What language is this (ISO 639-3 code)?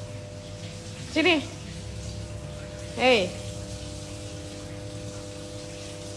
ind